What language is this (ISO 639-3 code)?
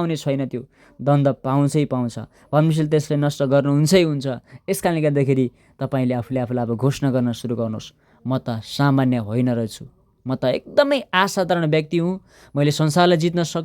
nep